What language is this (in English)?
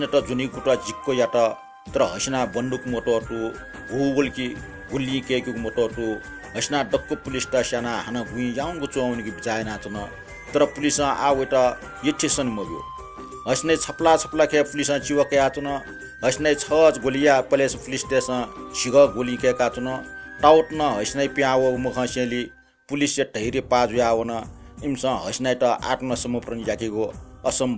Newari